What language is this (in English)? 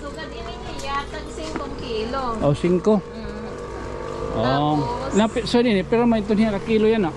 Waray